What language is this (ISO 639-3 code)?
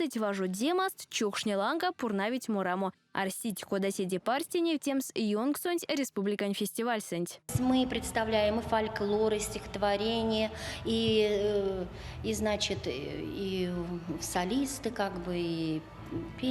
myv